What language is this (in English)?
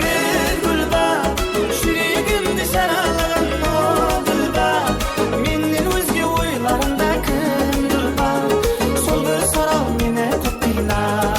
Kara-Kalpak